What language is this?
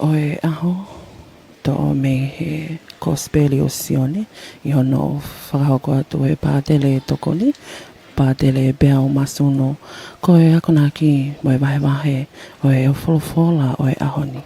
Tongan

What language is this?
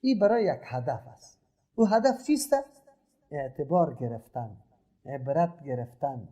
Persian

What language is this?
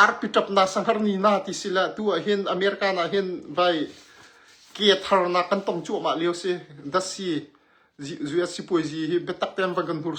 Hakha Chin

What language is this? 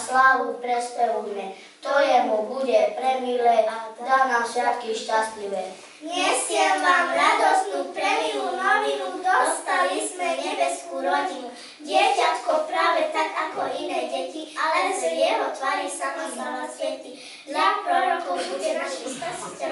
Slovak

